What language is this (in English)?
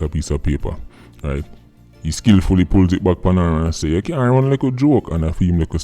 Jamaican Creole English